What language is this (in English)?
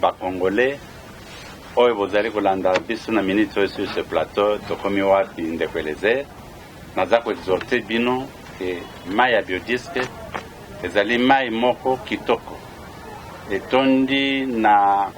Lingala